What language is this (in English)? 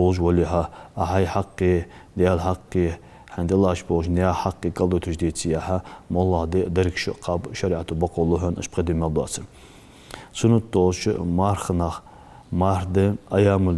Ingush